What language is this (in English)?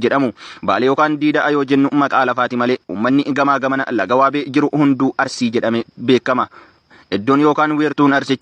Oromo